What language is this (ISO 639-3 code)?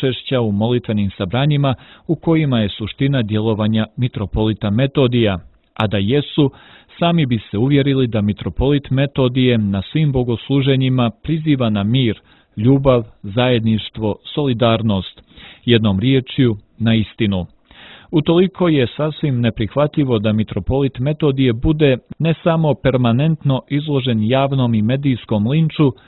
srp